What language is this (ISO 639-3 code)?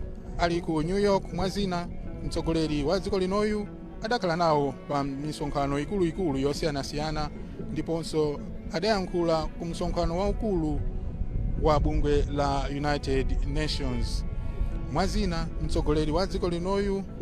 nya